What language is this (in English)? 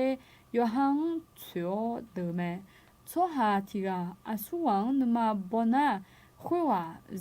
Akha